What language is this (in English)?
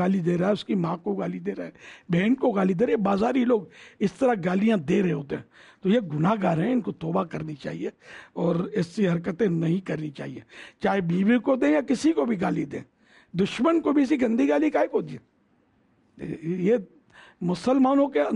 Urdu